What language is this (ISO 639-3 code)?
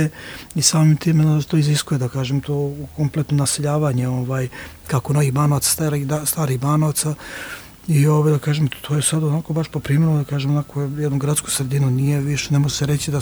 srp